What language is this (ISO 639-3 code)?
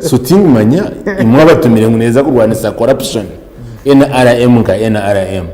nyn